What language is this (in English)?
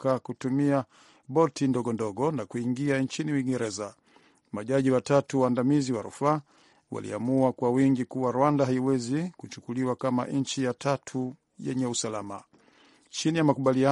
Swahili